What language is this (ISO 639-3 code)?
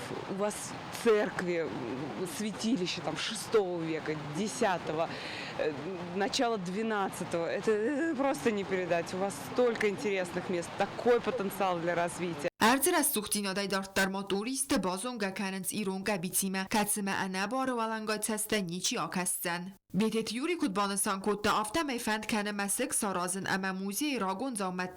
oss